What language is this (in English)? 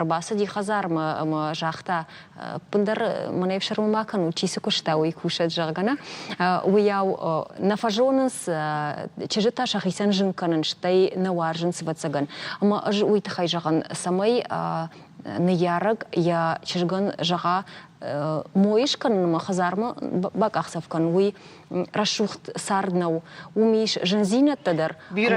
Ossetic